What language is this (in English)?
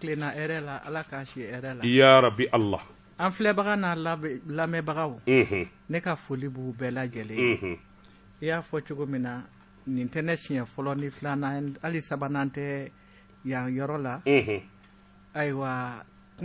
Bambara